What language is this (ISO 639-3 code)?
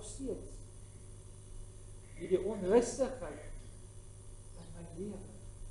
afr